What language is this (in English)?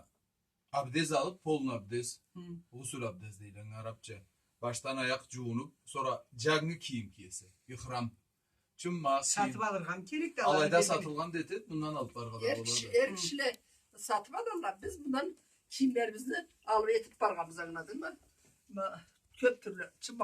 Karachay-Balkar